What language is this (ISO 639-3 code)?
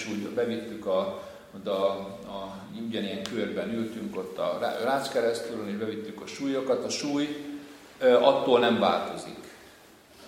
hun